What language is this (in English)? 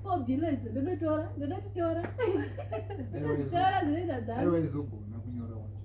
Shona